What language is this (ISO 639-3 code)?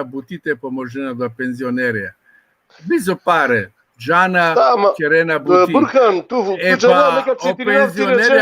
rmn